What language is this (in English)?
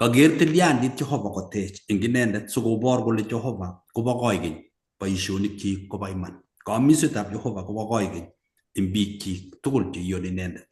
Kalenjin